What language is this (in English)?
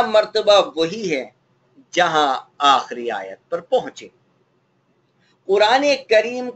Urdu